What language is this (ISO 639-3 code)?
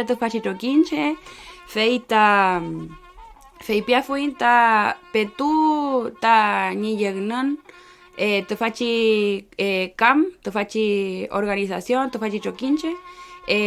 arn